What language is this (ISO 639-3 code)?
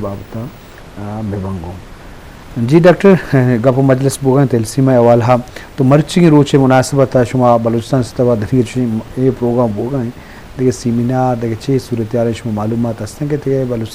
bgp